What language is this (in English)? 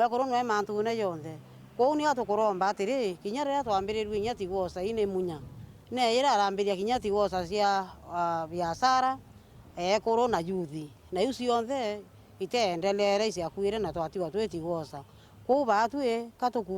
Meru